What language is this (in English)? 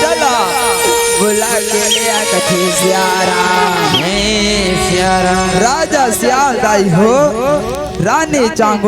Chhattisgarhi